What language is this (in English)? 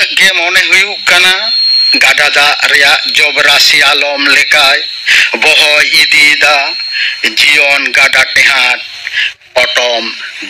Santali